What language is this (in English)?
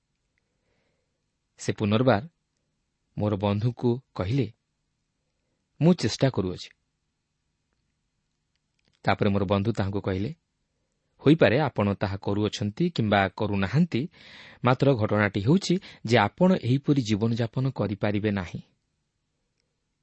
Odia